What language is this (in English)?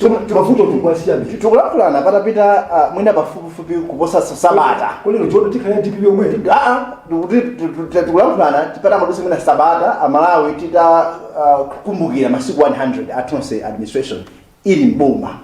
Nyanja